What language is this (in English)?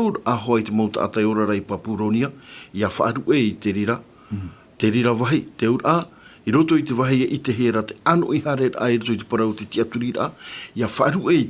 Tahitian